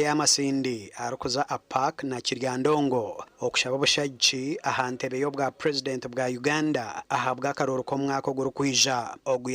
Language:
Nyankole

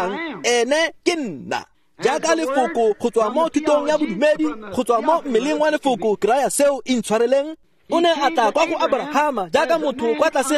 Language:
Tswana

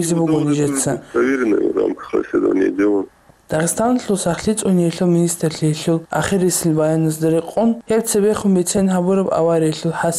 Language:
Avaric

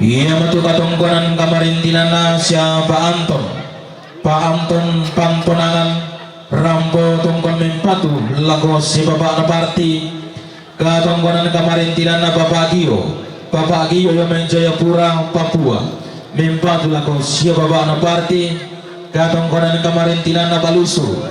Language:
Toraja-Sa'dan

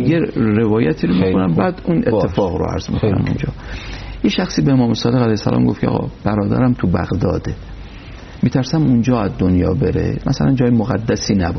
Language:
Persian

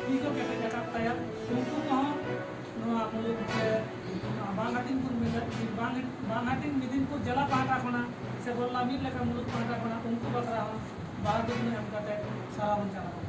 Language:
Santali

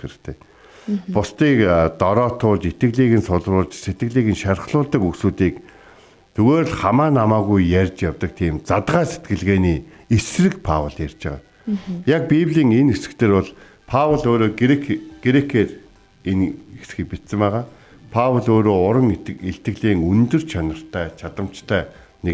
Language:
Mongolian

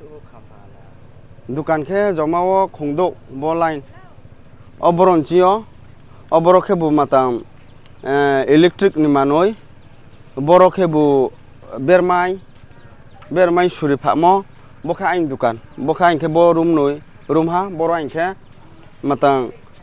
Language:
Riang (India)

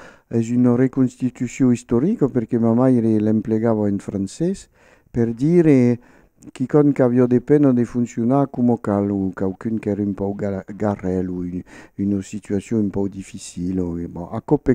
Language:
Occitan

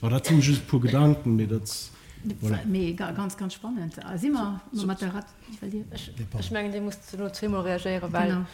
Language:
Luxembourgish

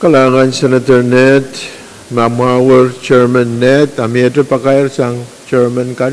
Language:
Pohnpeian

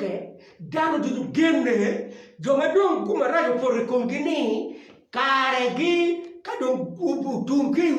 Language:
Acoli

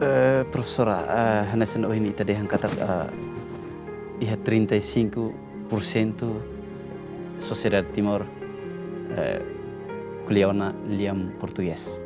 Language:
Tetum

